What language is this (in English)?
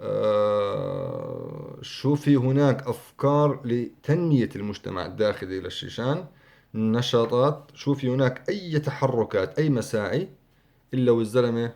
North Levantine Arabic